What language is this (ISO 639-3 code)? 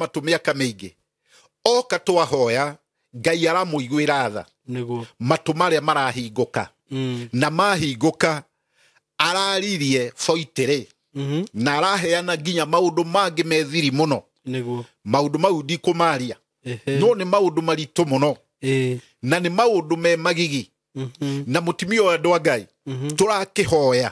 kik